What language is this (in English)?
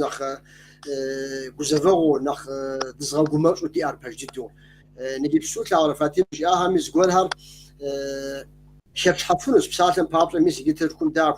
Kabardian